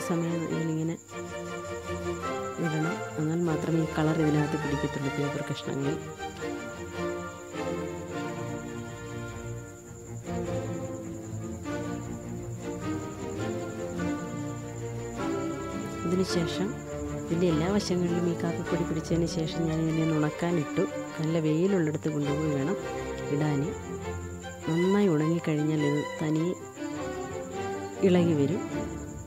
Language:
Malayalam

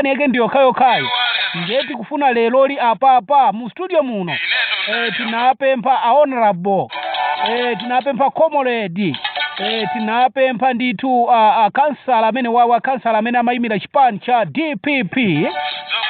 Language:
Nyanja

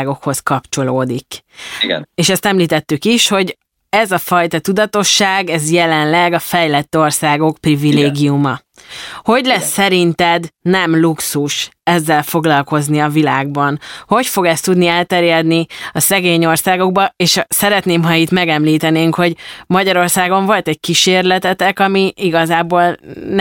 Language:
Hungarian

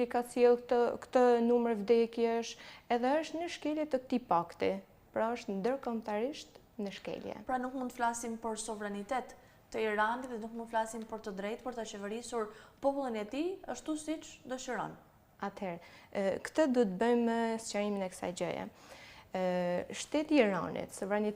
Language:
Albanian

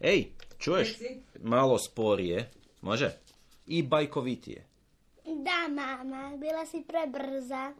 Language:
Serbian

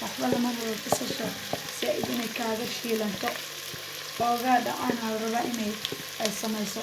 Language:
Somali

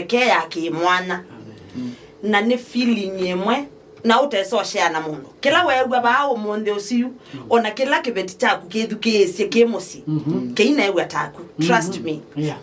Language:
Kamba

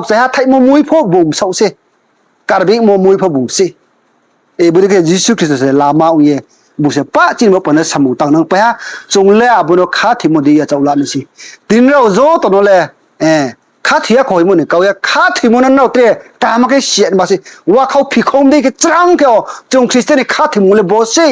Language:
Riang (India)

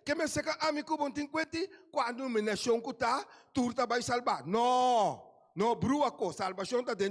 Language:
Papiamento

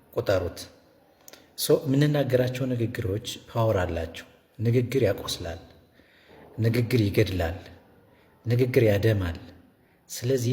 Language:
Amharic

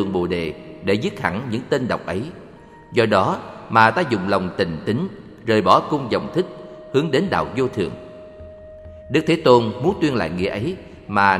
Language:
Vietnamese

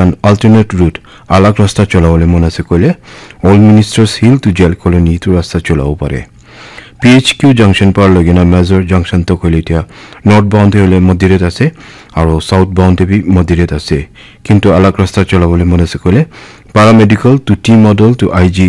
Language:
Naga Pidgin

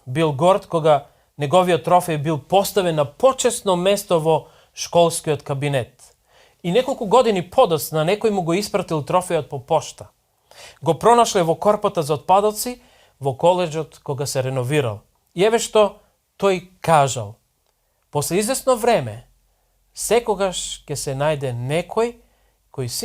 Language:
Macedonian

